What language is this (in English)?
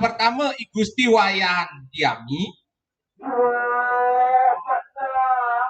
Balinese